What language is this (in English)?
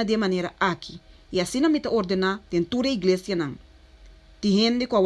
Papiamento